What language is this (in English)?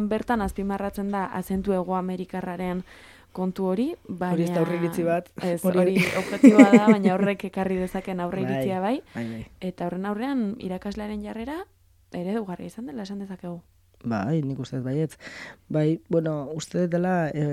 Basque